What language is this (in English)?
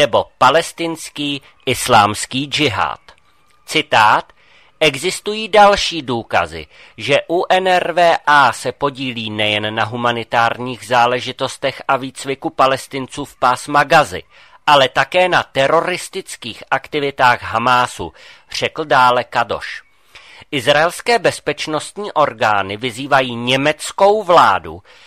Czech